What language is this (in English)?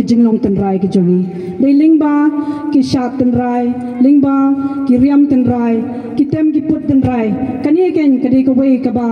Khasi